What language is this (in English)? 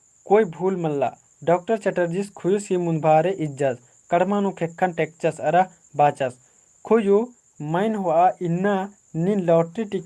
Kurukh